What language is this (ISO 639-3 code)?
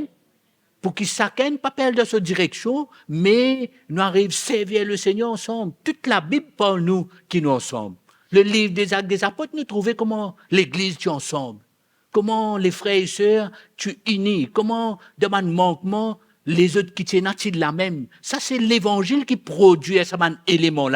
mfe